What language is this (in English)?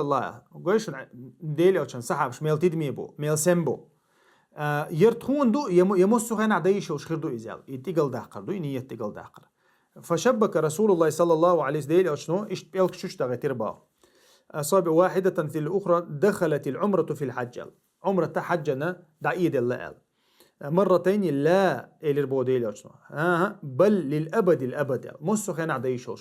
Chechen